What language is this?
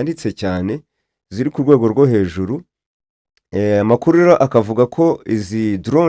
Kinyarwanda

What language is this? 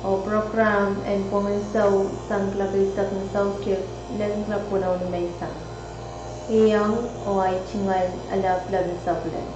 Pohnpeian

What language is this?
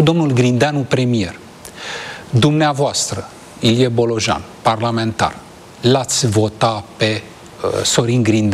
Romanian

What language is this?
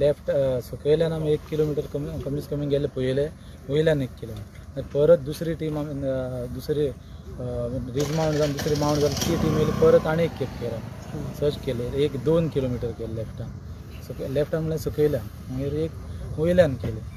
Konkani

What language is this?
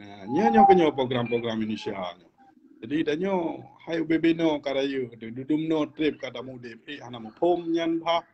Achinese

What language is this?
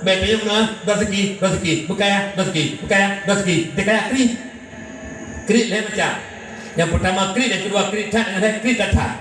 Achinese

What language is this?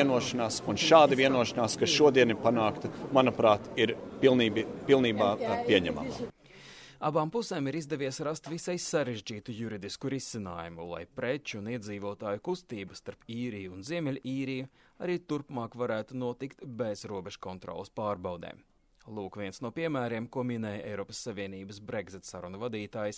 Latvian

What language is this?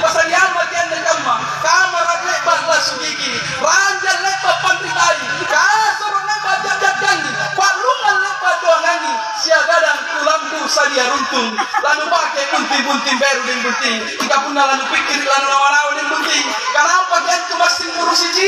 Makasar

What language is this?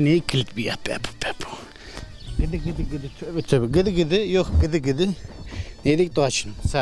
Zaza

